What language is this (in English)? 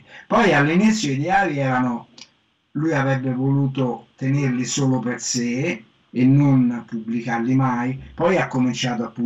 Italian